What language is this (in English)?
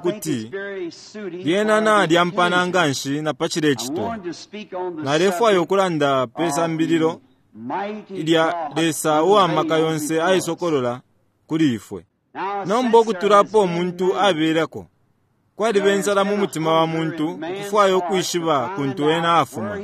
Bemba